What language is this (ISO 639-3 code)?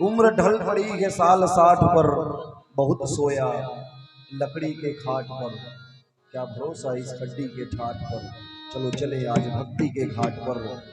hne